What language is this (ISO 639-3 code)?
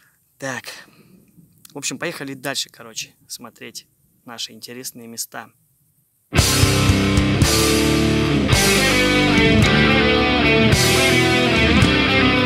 rus